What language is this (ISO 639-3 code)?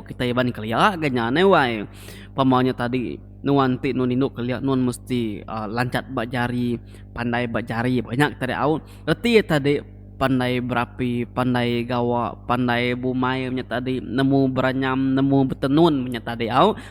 iba